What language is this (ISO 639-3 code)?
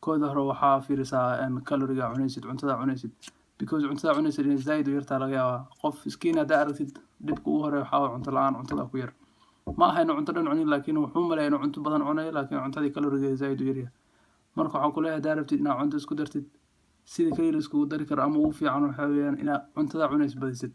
som